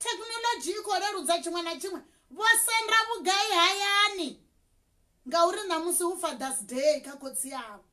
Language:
Venda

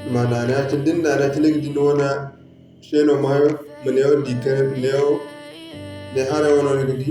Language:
Zarma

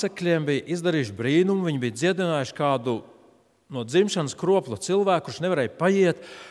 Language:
Latvian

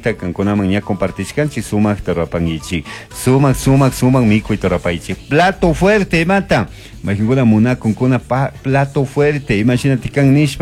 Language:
Chimborazo Highland Quichua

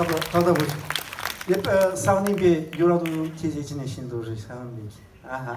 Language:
Chuvash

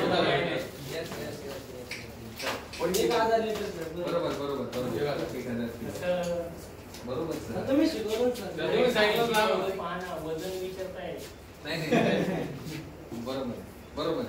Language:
Marathi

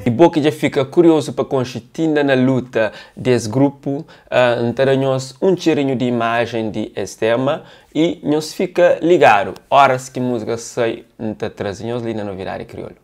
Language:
Kabuverdianu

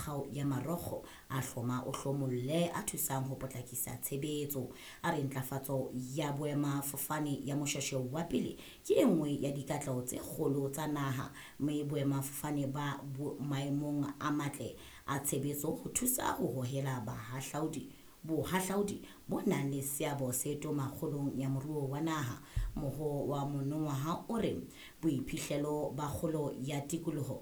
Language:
Southern Sotho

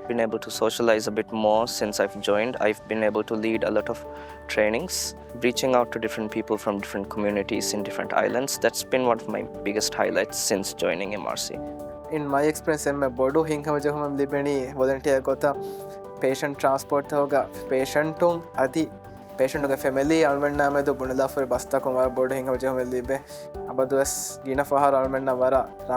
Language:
Divehi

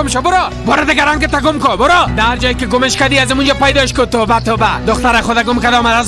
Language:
Persian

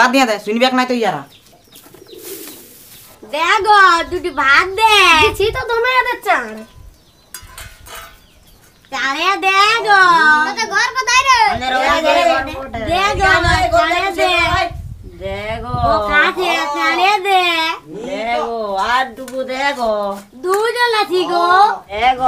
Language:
Bangla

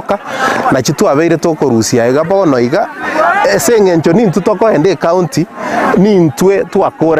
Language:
Gusii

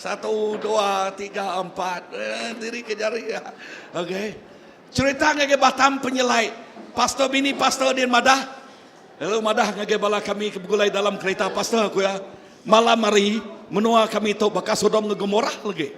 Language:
Iban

